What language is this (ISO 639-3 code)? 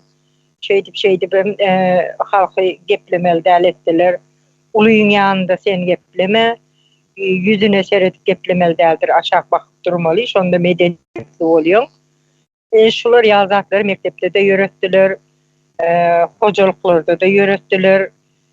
tuk